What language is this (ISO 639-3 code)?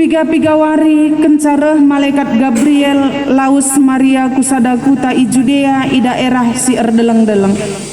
btx